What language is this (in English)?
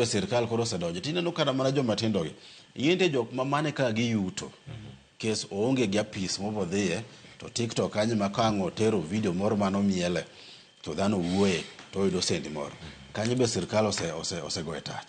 Luo (Kenya and Tanzania)